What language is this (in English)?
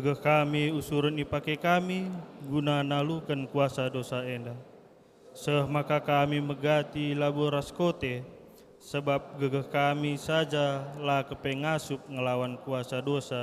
Batak Karo